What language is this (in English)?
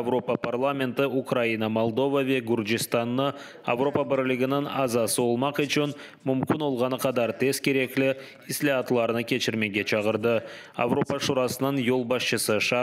Crimean Tatar